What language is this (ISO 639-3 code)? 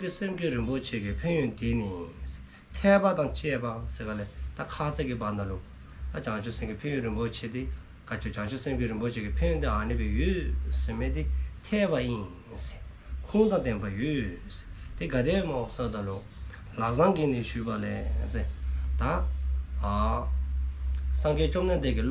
dzo